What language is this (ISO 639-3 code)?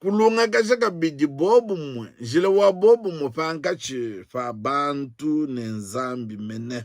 lua